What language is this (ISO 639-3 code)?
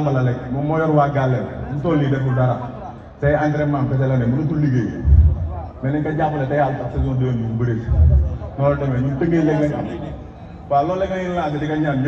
wol